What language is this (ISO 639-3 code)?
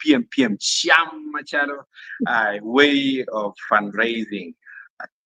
ach